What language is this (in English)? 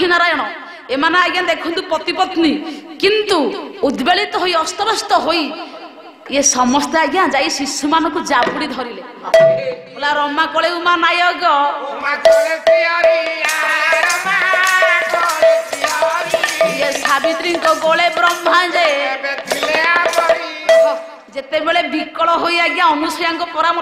Odia